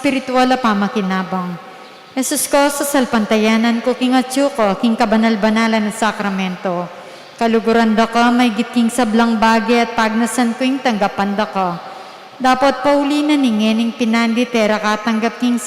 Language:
Pampanga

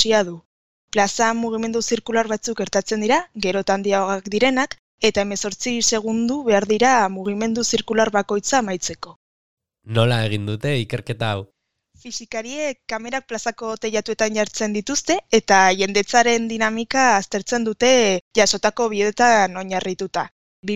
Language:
Basque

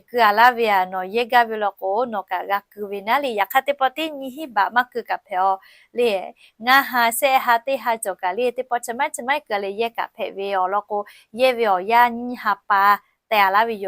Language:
Lahu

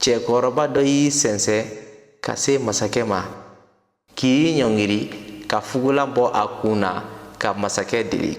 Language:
Bambara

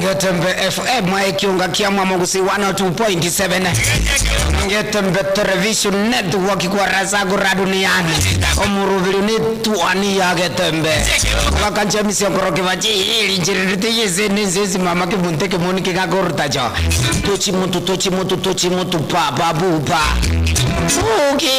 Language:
Gusii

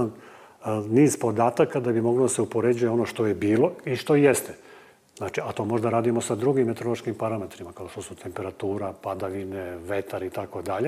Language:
Serbian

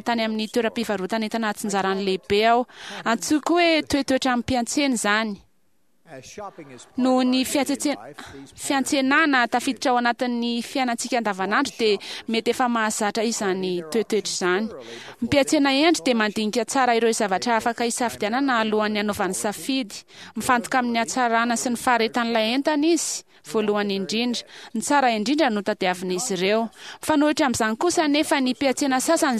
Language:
Malagasy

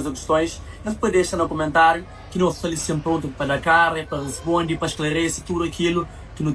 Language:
Kabuverdianu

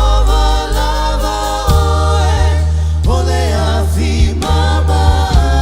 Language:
Samoan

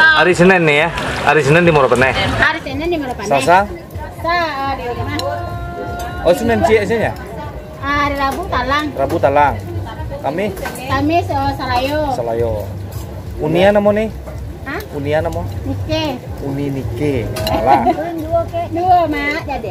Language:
Minangkabau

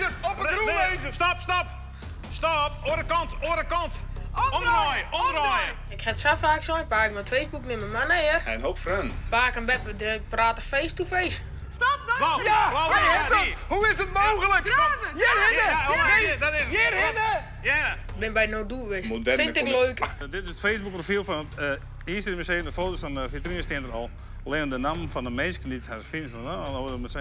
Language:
Western Frisian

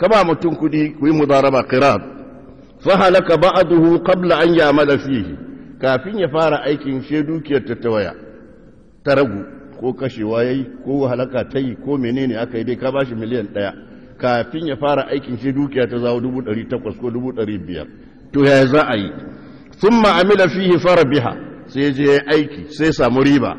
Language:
Hausa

